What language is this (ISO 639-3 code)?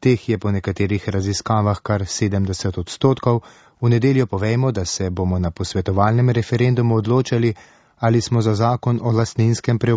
slv